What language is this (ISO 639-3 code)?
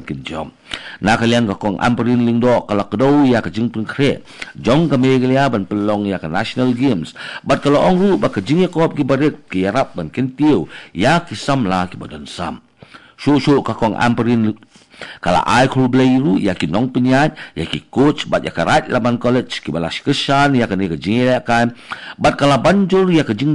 kha